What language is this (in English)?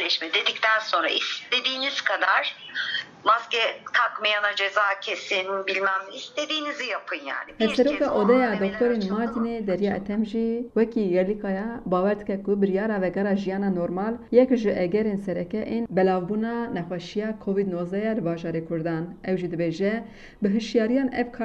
Kurdish